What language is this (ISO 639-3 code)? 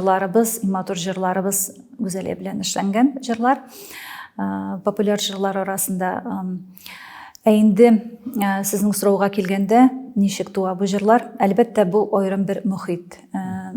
tat